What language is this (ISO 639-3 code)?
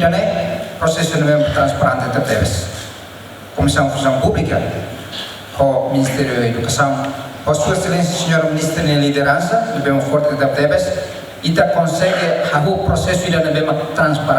tet